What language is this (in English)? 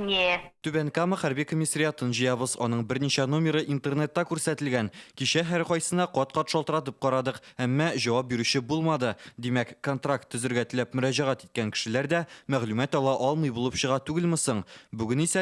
Tatar